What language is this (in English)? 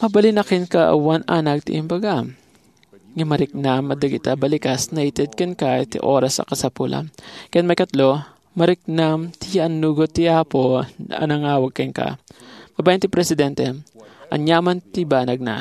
Iloko